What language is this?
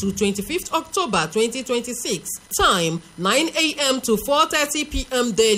English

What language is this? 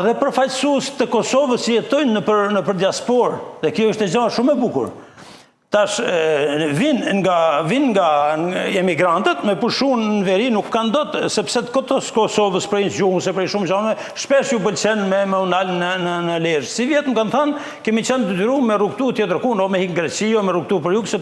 Albanian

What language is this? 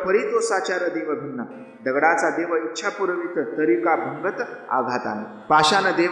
Marathi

